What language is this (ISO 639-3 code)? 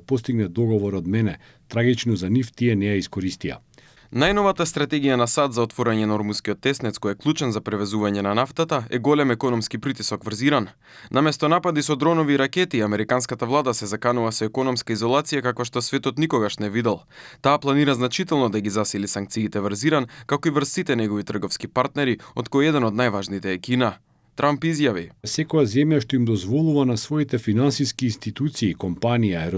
mkd